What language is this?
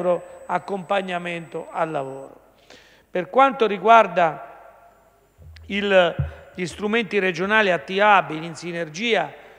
Italian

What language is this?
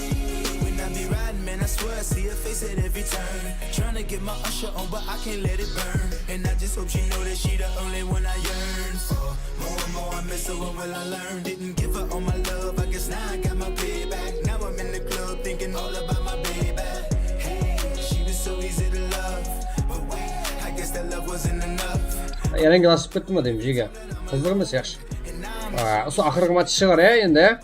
Kara-Kalpak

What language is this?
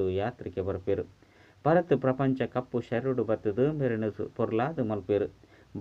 Tulu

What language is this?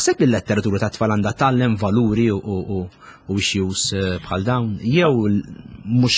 Maltese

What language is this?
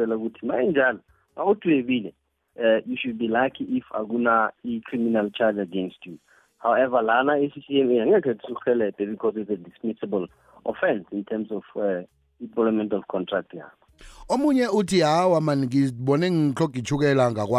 South Ndebele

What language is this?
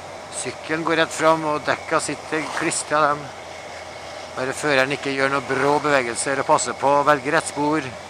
Norwegian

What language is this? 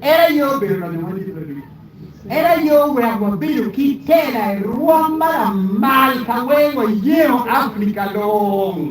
Acoli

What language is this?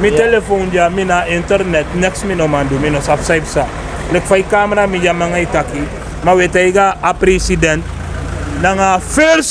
Sranan Tongo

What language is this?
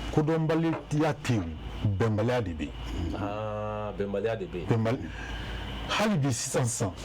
Bambara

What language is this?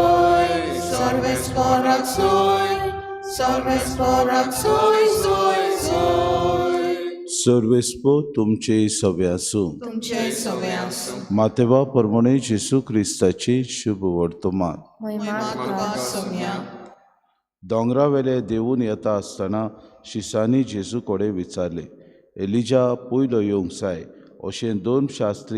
Konkani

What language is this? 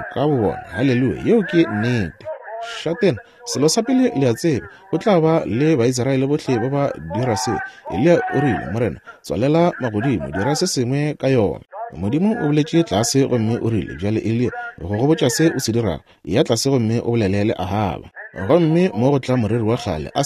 Northern Sotho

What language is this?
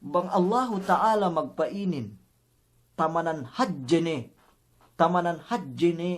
Yakan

